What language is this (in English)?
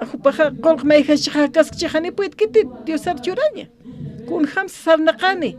Aymara